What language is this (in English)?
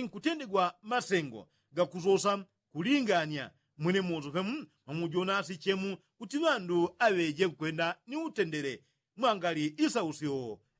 Yao